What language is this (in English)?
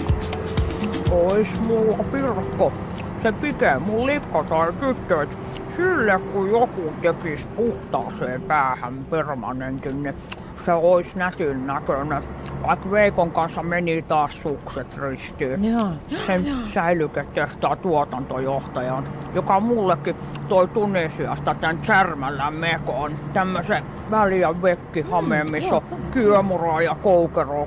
Finnish